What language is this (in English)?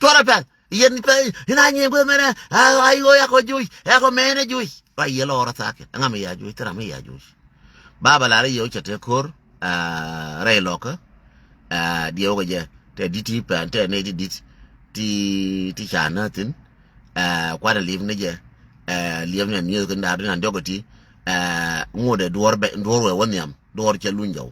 Nuer